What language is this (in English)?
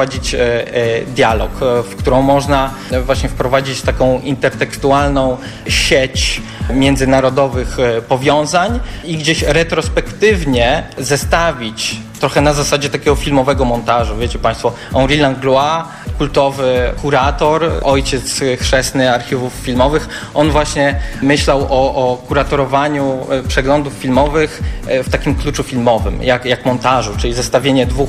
Polish